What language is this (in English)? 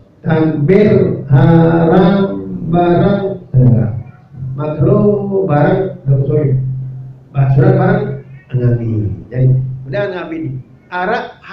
Sasak